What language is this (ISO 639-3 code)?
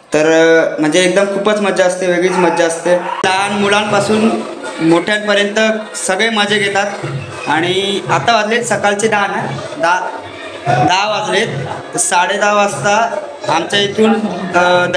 mar